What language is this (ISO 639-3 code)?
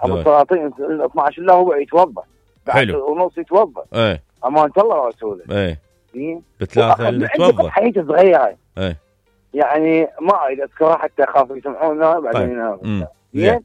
acm